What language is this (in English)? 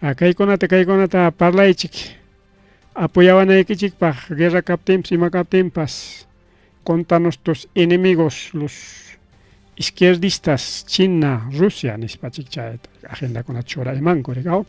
Ayacucho Quechua